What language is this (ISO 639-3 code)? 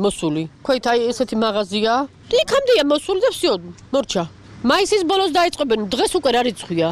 kat